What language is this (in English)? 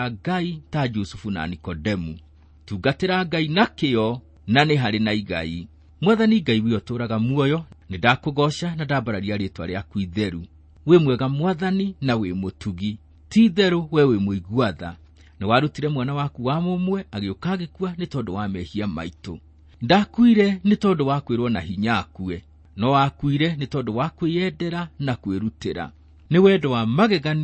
Kikuyu